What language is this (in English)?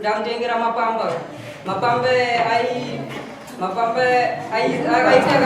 Shona